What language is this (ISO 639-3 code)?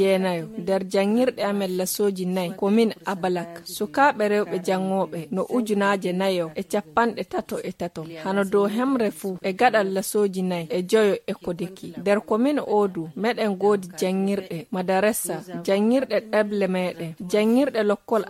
fuv